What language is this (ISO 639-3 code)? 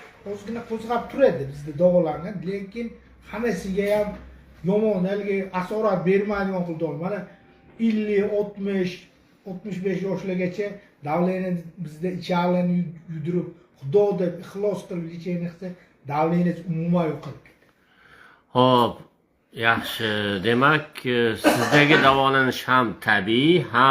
uzb